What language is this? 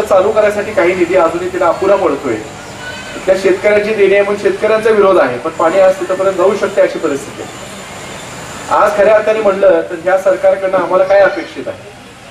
Marathi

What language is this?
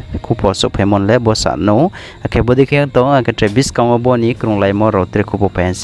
Riang (India)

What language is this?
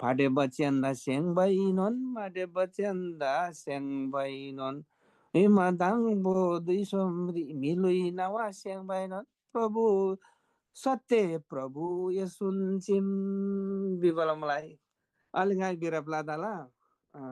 Eastern Tamang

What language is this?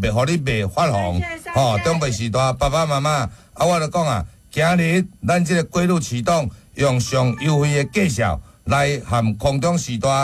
Min Nan Chinese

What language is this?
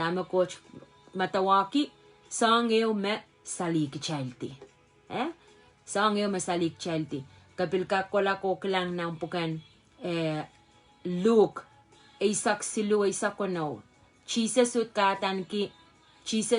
Pohnpeian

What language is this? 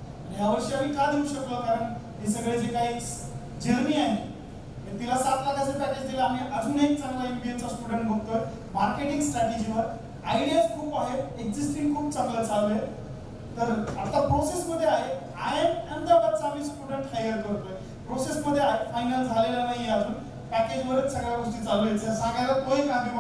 Marathi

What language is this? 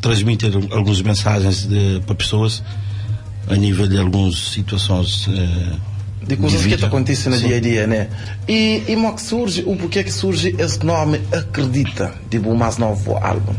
Kabuverdianu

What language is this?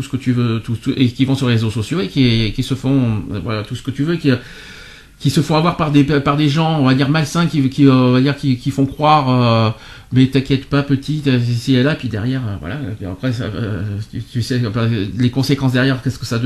French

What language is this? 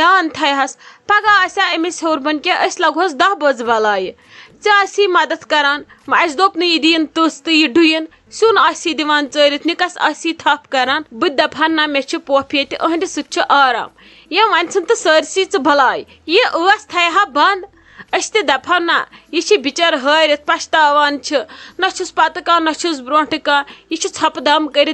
Kashmiri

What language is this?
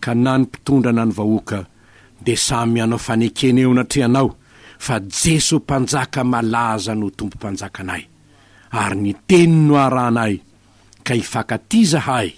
Malagasy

